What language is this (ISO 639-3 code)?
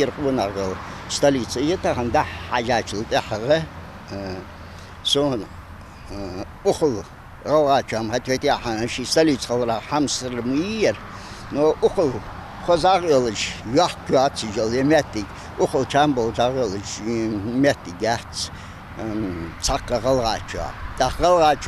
inh